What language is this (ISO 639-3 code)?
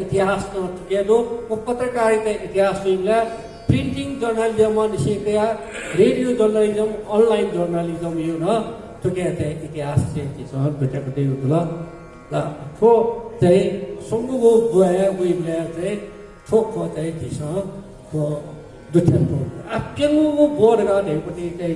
new